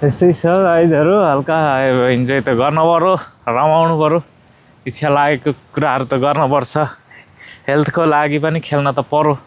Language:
Nepali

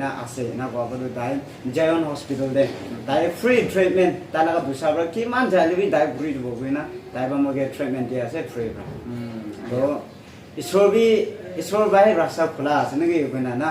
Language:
Naga Pidgin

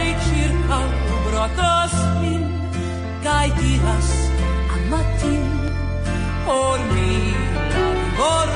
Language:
Esperanto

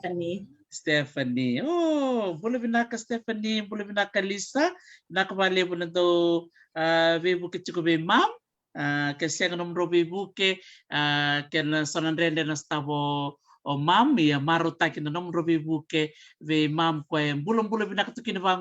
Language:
Fijian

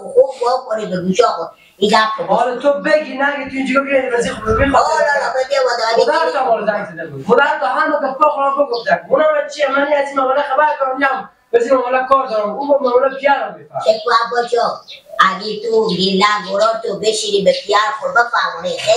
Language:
Persian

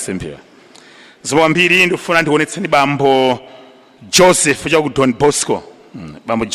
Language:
Nyanja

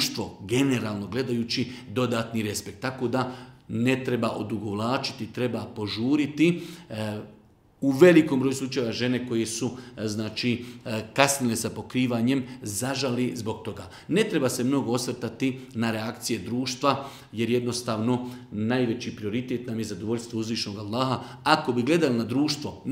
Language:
Bosnian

